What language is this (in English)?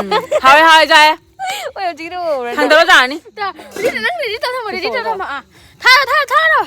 Manipuri